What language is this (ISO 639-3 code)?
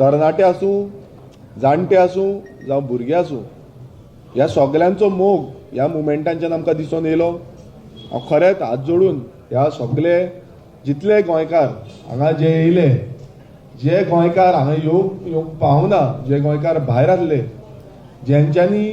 kok